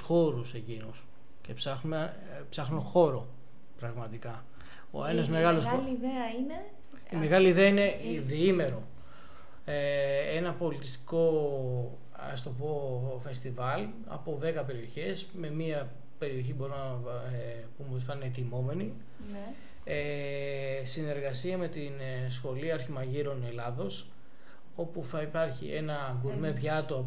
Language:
Greek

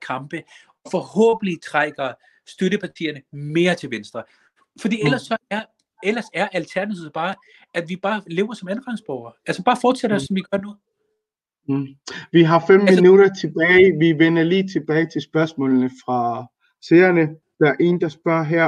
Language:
Danish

